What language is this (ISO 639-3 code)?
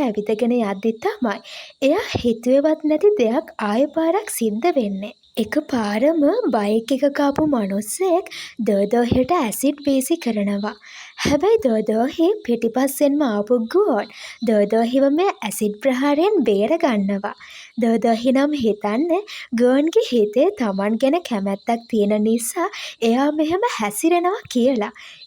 sin